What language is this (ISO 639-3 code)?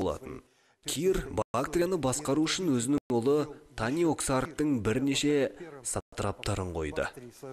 kaz